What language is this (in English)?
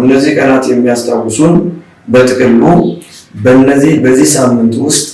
Amharic